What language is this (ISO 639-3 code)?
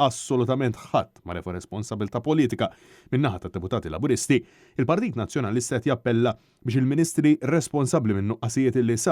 mlt